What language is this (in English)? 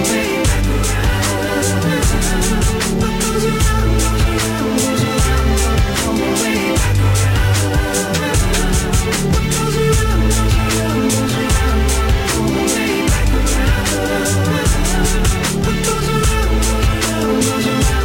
English